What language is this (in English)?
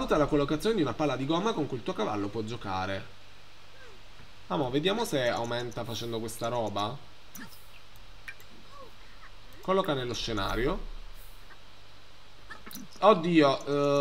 Italian